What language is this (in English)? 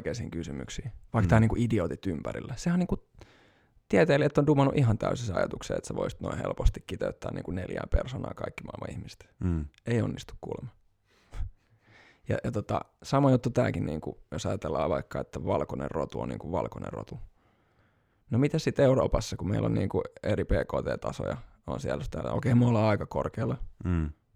Finnish